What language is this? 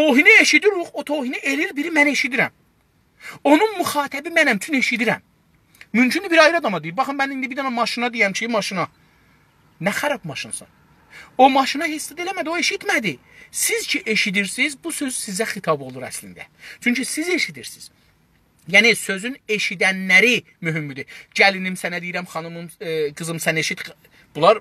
South Azerbaijani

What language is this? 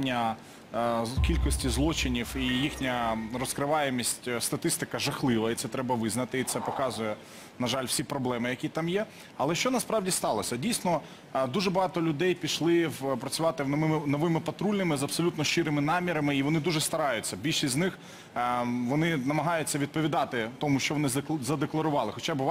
Ukrainian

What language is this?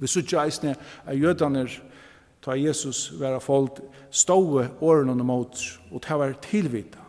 Faroese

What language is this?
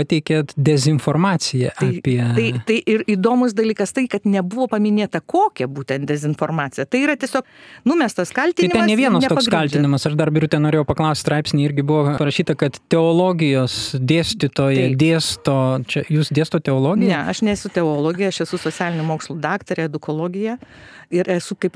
Lithuanian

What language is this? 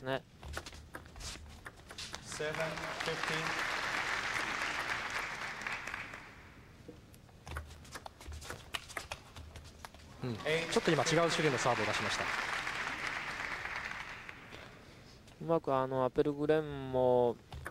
Japanese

